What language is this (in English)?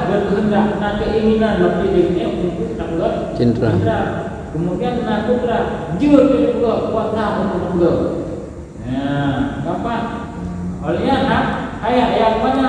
Achinese